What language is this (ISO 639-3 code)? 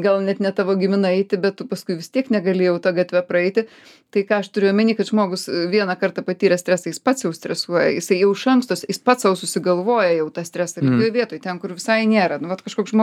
lit